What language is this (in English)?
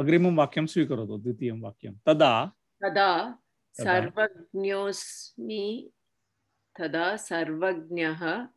Sanskrit